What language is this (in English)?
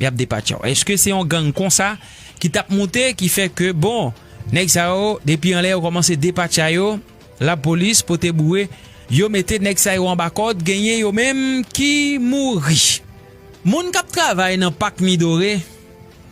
Haitian Creole